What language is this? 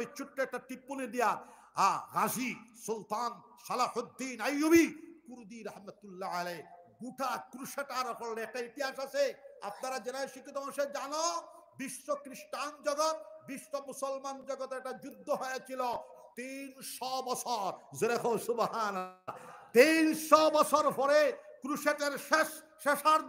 Sylheti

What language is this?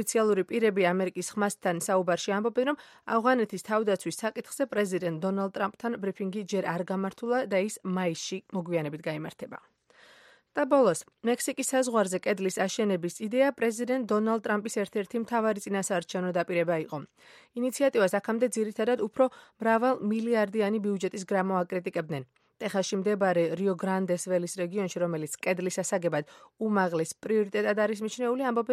Georgian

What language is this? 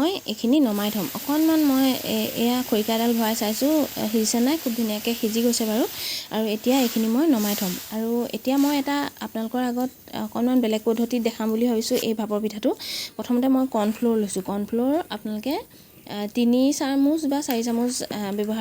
Assamese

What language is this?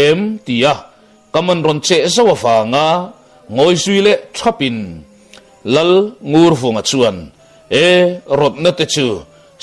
Mizo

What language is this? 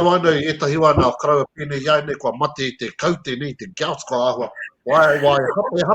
Māori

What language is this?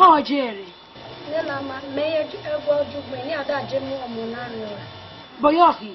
Esan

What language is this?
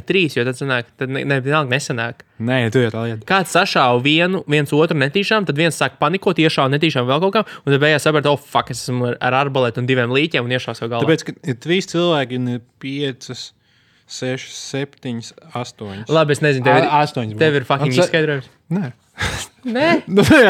Latvian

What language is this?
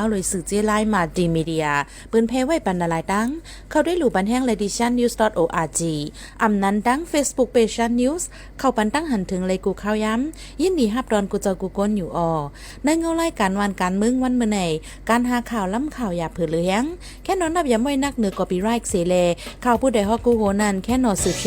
Shan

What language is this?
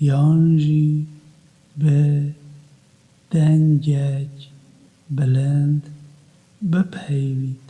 Kurdish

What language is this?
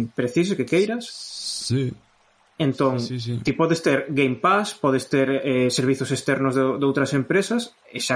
Galician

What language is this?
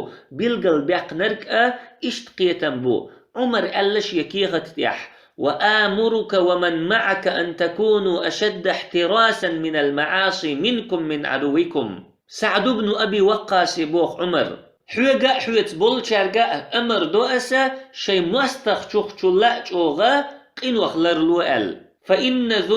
Chechen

